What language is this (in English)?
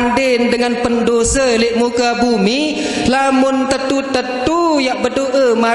Sasak